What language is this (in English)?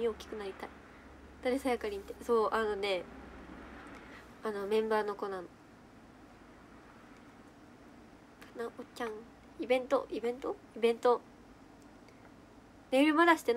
Japanese